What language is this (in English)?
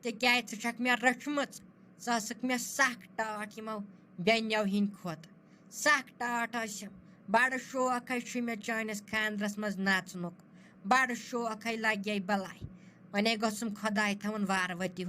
Kashmiri